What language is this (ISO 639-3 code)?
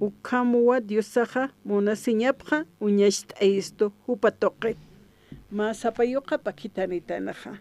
aym